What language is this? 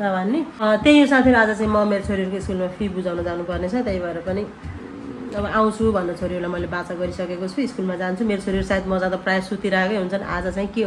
Nepali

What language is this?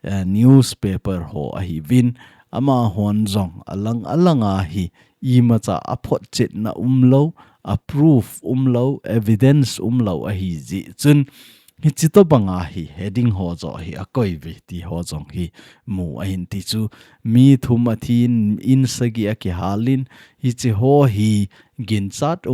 Thado Chin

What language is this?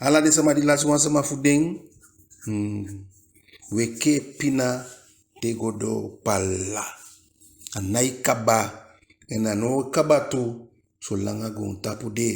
Eastern Maroon Creole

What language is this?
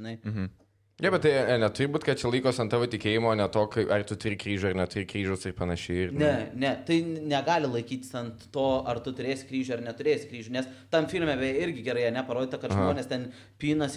Lithuanian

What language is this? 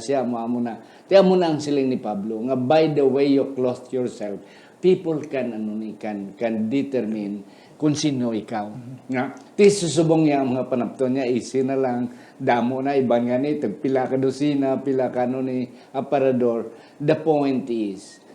Hiligaynon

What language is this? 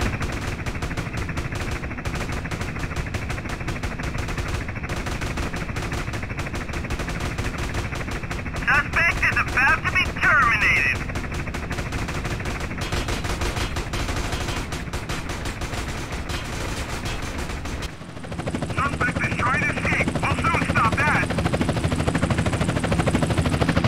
English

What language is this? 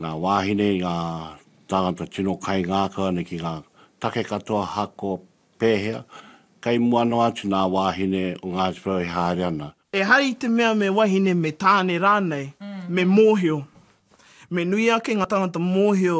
Māori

